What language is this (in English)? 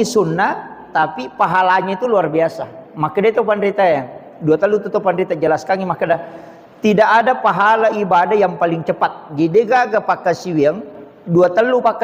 Buginese